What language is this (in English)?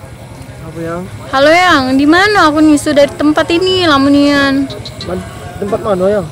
Musi